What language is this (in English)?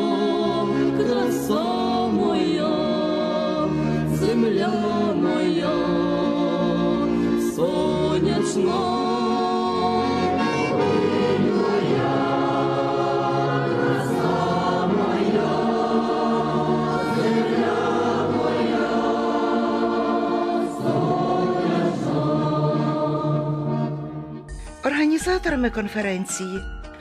Ukrainian